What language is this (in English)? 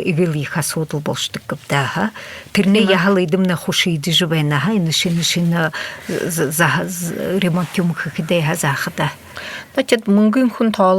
Buriat